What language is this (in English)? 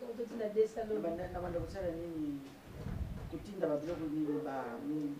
Lingala